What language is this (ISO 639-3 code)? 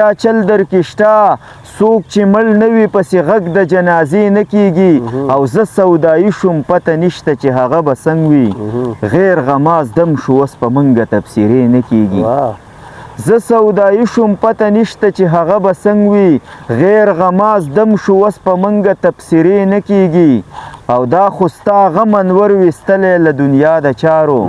pus